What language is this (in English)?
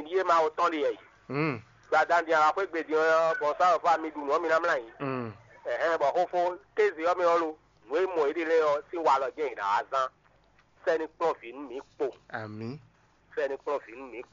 Fon